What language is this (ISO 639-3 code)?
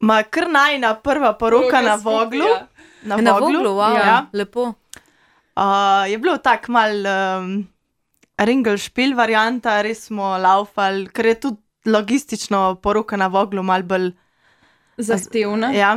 slv